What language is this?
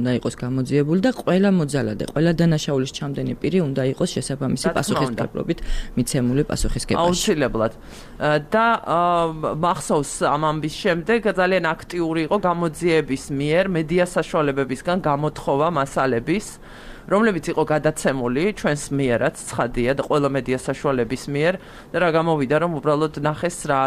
Georgian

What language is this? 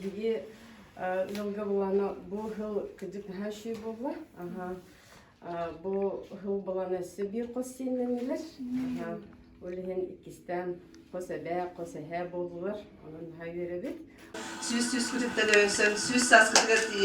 Yakut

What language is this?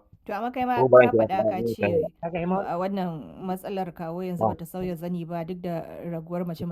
Hausa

